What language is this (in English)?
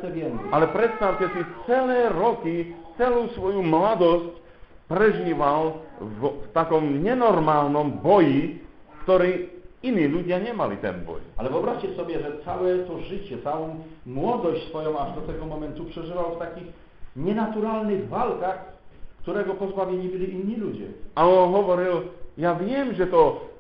Slovak